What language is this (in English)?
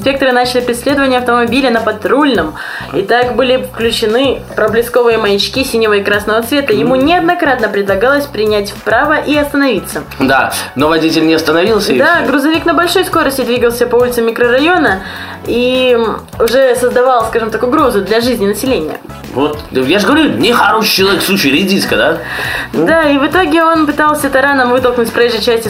Russian